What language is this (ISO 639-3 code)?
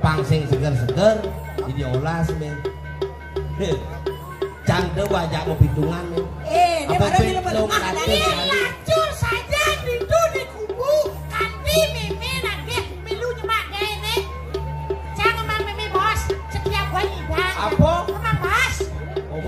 ban